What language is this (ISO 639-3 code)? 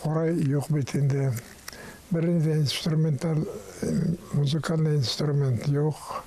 bak